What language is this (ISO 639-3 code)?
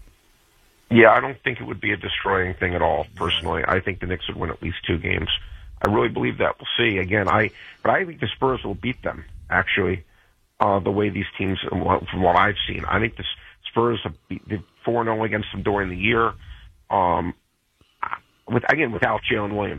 eng